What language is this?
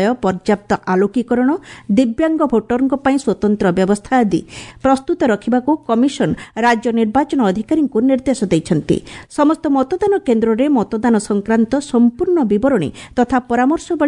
Odia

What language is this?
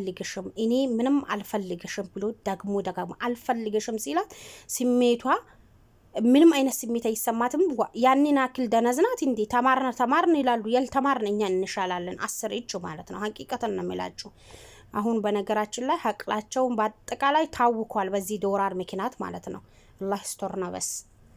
Amharic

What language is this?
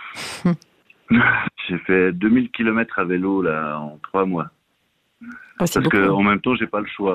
French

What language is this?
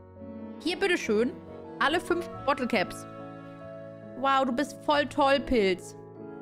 German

